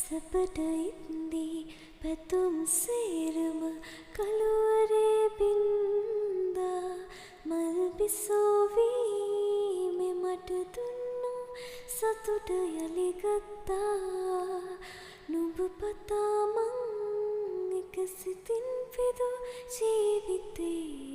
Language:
Sinhala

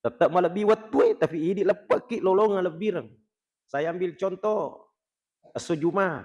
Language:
Buginese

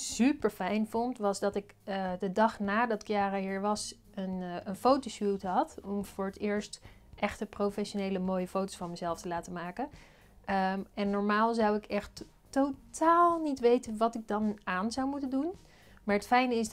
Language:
Dutch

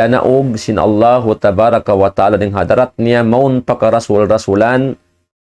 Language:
Tausug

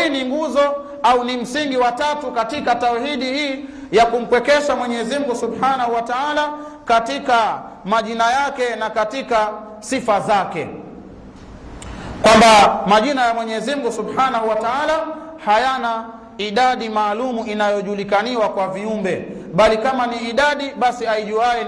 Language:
Swahili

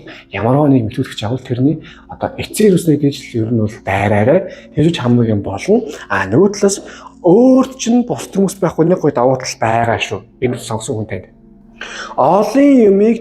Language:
Mongolian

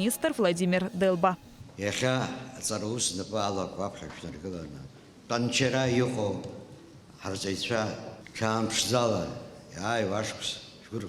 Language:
Abkhazian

